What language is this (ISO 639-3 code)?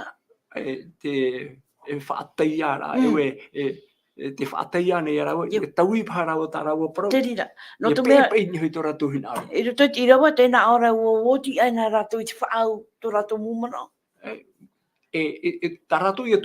tah